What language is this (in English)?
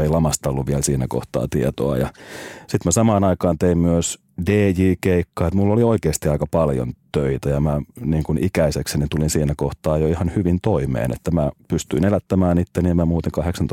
Finnish